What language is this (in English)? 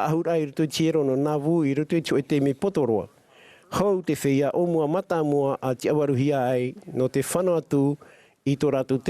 Tahitian